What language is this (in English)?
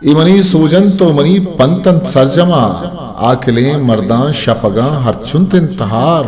Eastern Balochi